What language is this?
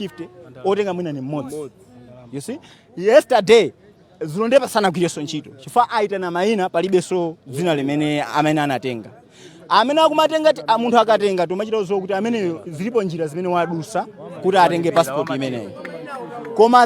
Nyanja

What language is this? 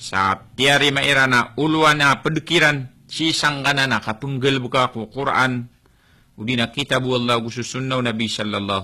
Maranao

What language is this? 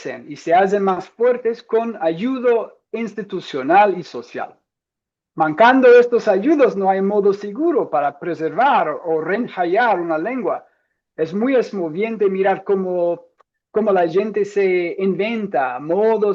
Ladino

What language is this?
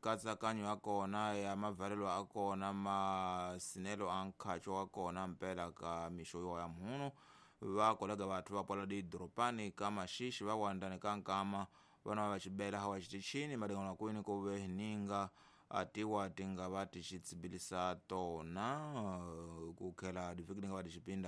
Tsonga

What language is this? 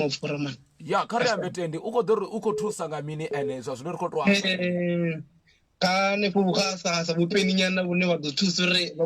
Venda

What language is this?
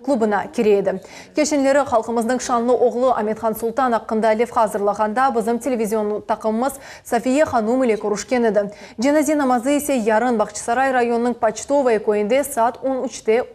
Crimean Tatar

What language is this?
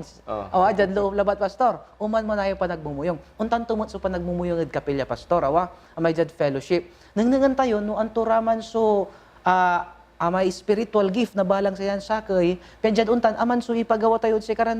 Pangasinan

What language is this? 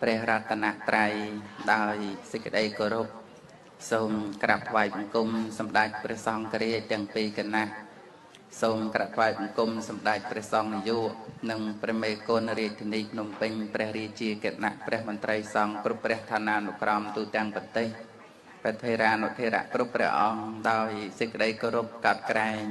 Khmer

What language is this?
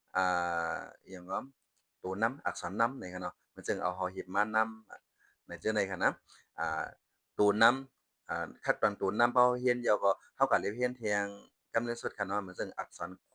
Shan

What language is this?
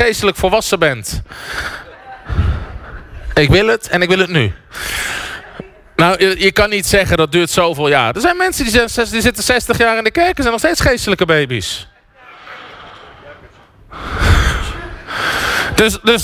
Dutch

